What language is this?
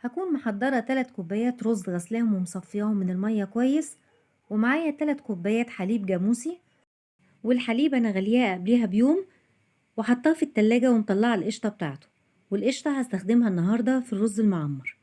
Egyptian Arabic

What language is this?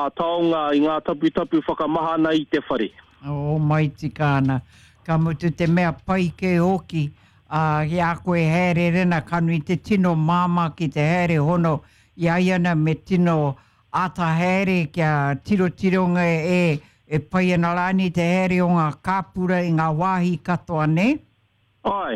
Māori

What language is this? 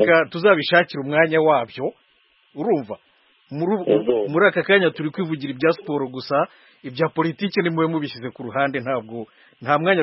Kinyarwanda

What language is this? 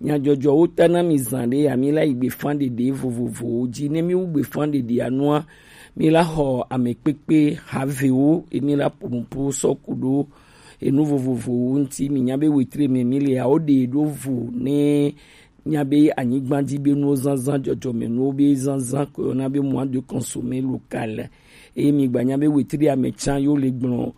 Gen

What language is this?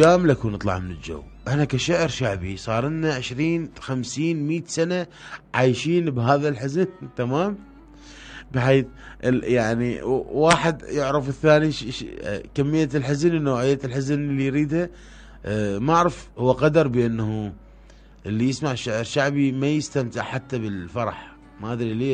Mesopotamian Arabic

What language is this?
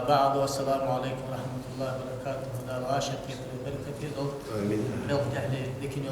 Ingush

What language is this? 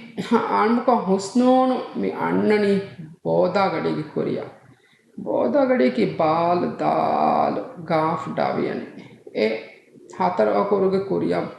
Divehi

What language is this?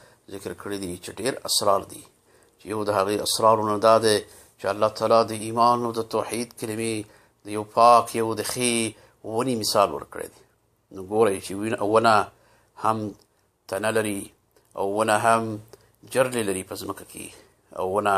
Pashto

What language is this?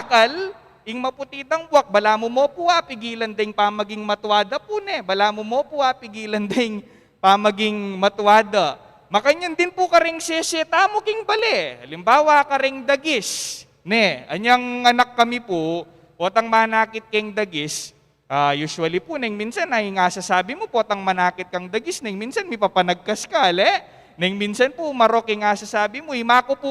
Pampanga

